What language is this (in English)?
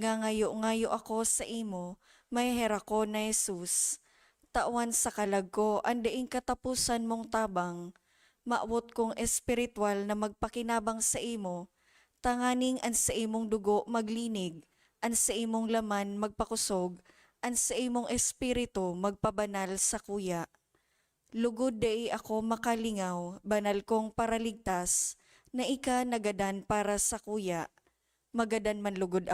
Bikol